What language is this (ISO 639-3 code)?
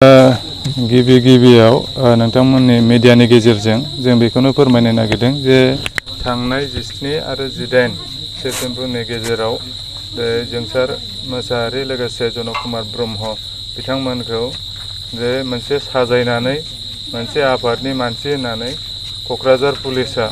brx